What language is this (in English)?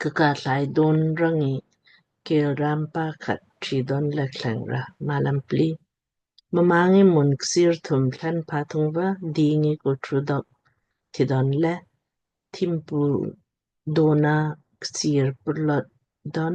Lamkang